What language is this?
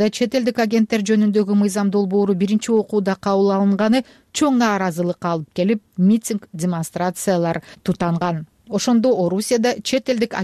Kyrgyz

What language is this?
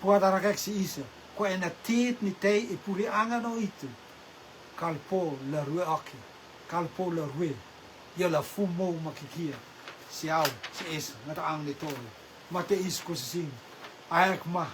Rotuman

